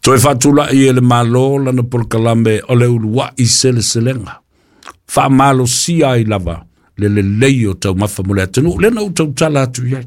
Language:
Samoan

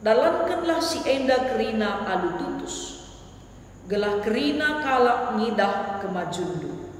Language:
Batak Karo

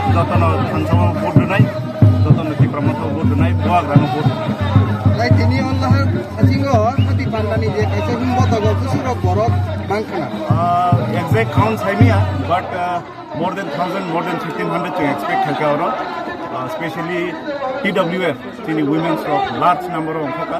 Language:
Kok Borok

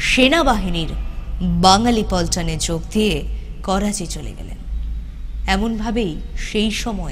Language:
Bangla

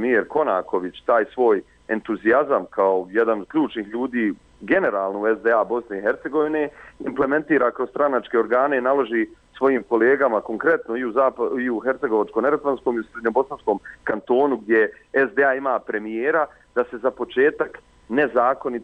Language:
Bosnian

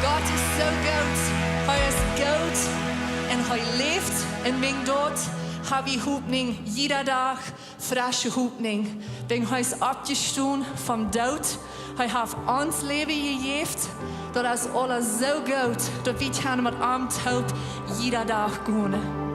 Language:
Plautdietsch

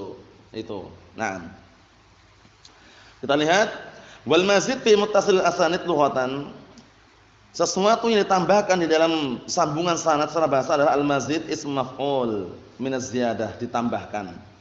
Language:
Indonesian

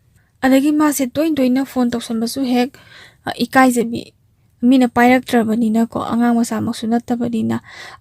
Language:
Manipuri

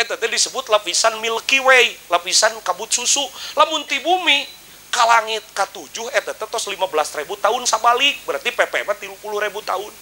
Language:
Sundanese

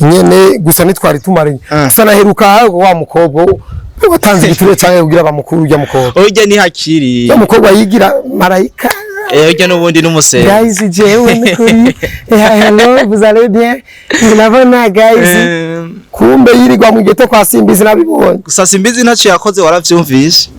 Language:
Rundi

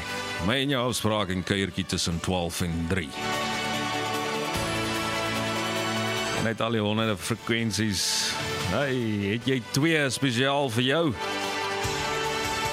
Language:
Afrikaans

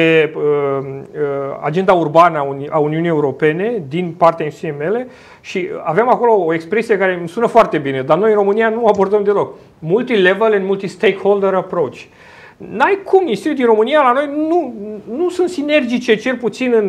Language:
Romanian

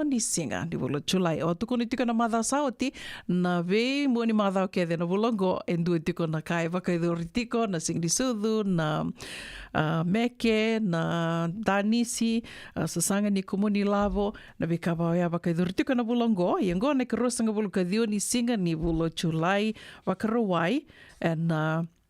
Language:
Fijian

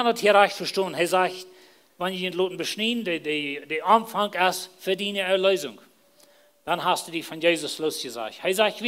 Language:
Plautdietsch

